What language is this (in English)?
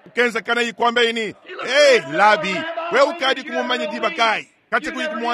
Luba-Lulua